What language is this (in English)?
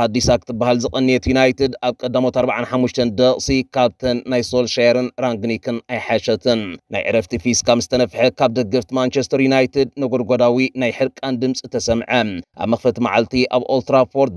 Tigrinya